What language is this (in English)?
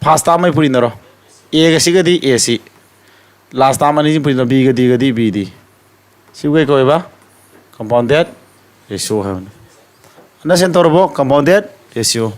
Manipuri